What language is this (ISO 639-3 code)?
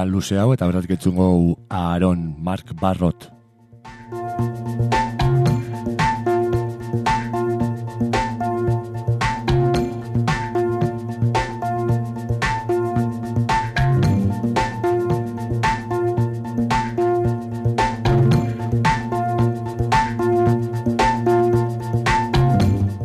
eus